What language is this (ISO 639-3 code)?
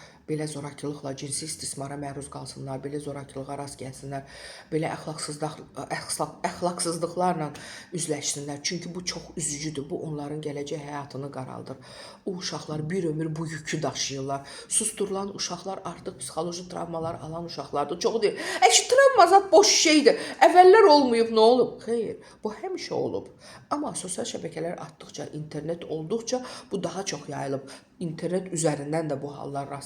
aze